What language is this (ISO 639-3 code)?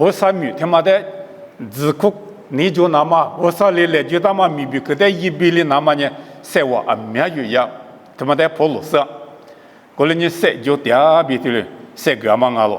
lis